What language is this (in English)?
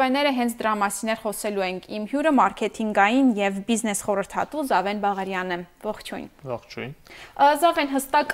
Armenian